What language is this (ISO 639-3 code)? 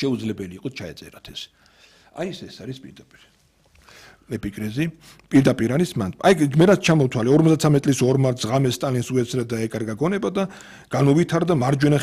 kat